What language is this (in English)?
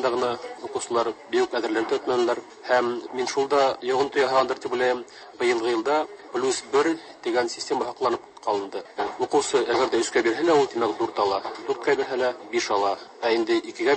Tatar